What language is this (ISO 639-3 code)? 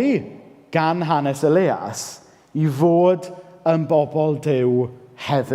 cym